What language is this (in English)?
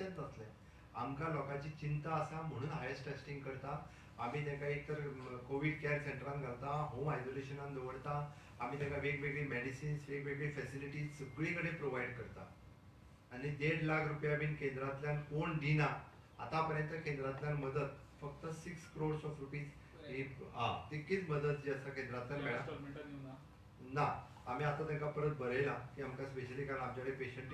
Konkani